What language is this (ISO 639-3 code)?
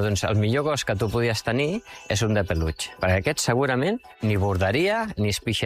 cat